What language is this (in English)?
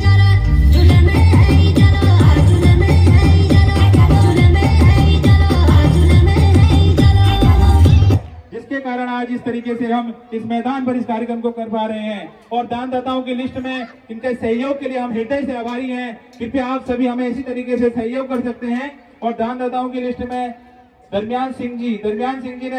Hindi